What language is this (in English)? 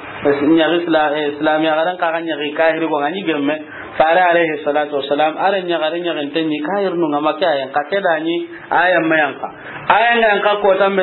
Soninke